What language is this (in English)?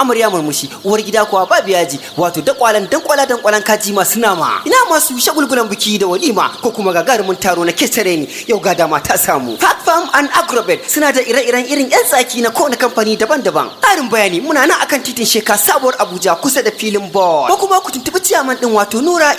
Hausa